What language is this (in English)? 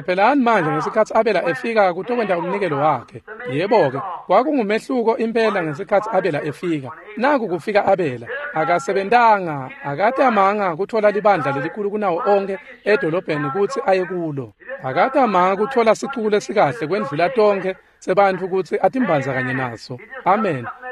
Swati